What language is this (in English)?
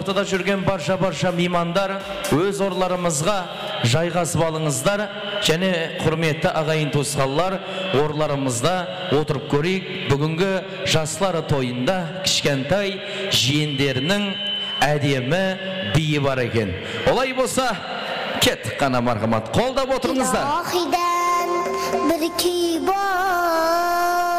Kara-Kalpak